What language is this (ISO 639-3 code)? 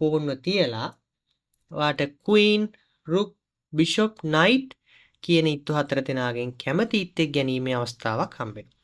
sin